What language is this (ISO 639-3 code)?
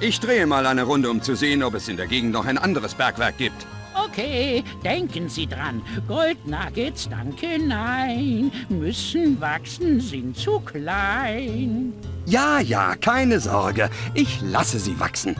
bar